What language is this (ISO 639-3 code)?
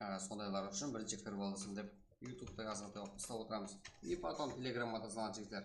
kaa